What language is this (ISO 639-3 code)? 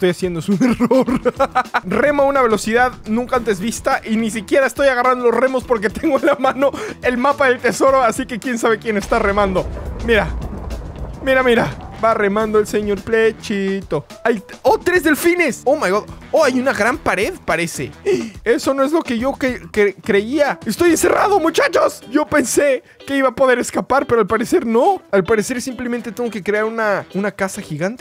spa